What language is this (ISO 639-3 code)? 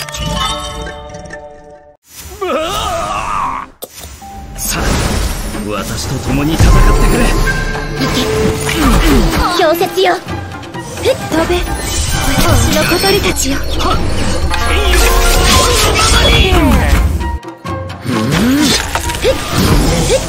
jpn